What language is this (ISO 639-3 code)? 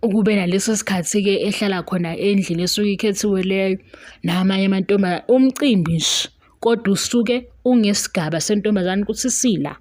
zul